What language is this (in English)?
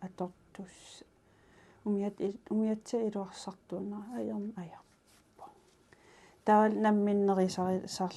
Kalaallisut